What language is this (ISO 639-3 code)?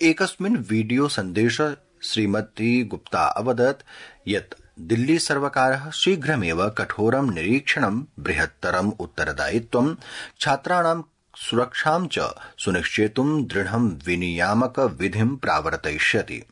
san